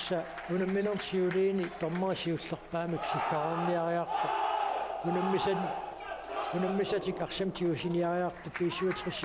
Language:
Kalaallisut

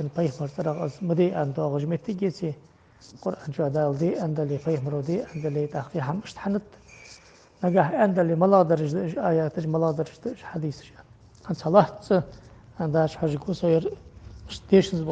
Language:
Ingush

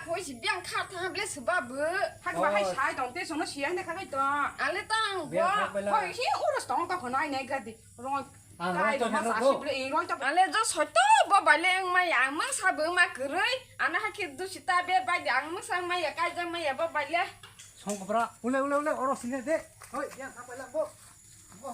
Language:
Kok Borok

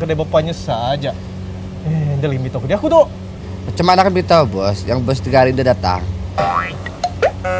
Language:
Malay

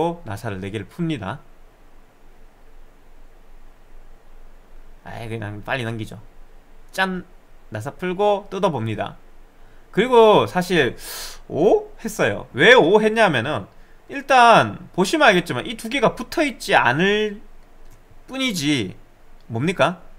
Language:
Korean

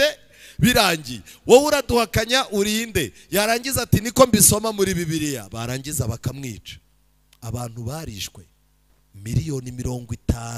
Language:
Kinyarwanda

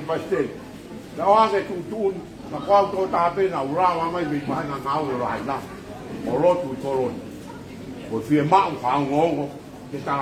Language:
Tongan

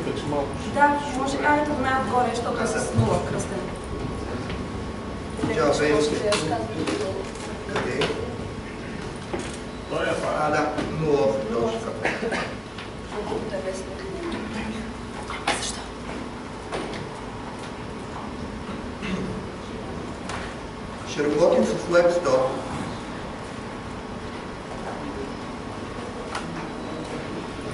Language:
Bulgarian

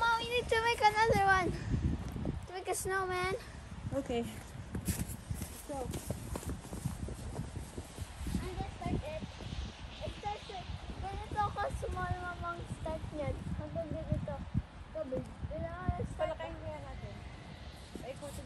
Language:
Filipino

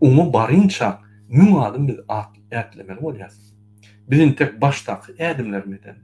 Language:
Turkmen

